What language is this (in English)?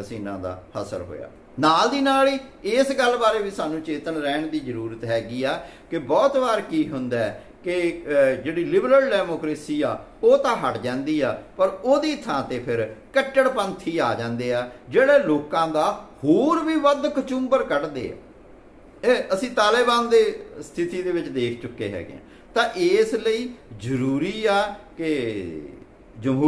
Punjabi